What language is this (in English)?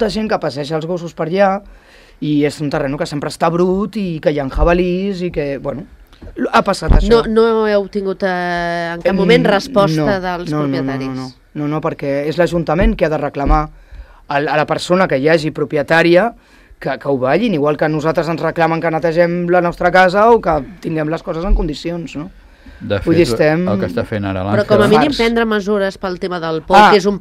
Catalan